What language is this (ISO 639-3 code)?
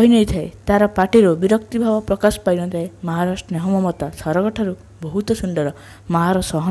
ori